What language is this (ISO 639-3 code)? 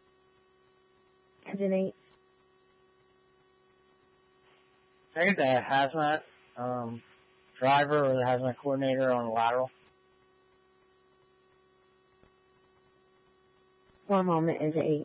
eng